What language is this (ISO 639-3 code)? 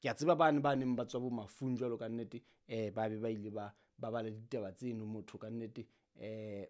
sot